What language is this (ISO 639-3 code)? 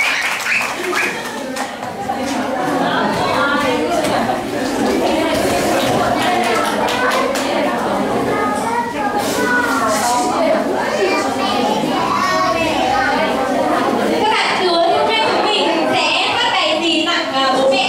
vie